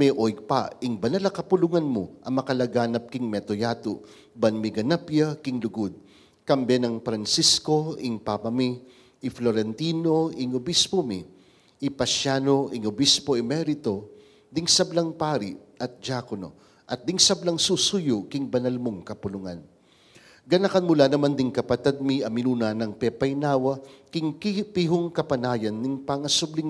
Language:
Pampanga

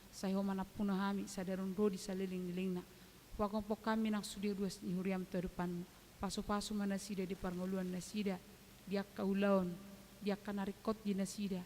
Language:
Batak Toba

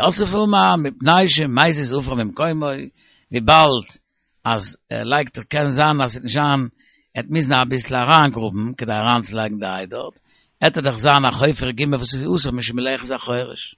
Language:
Yiddish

